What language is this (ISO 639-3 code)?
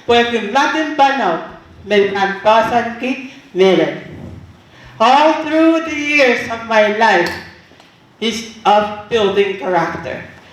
pon